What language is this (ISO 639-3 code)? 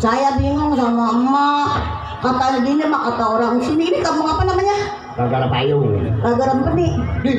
bew